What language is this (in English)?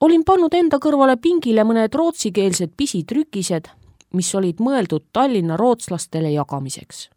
Estonian